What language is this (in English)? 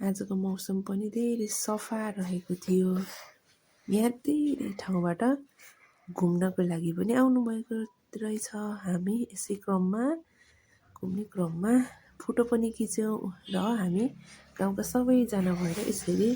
Nepali